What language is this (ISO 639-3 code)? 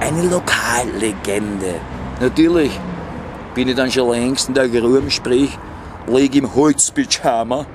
bar